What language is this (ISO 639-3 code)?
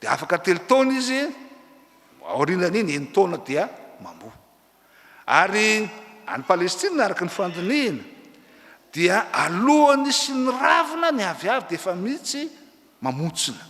mlg